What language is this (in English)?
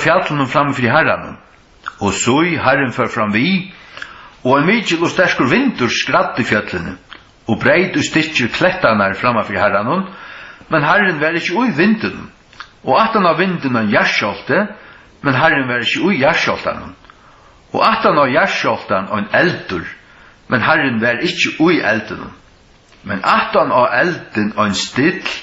Faroese